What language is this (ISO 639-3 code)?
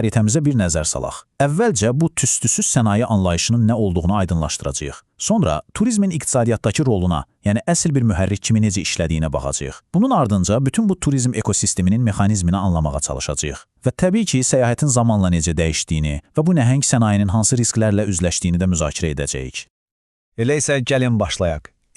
aze